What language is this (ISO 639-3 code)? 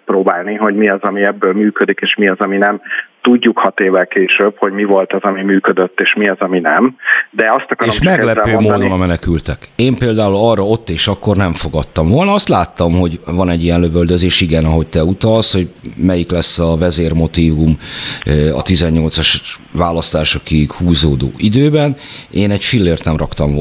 hun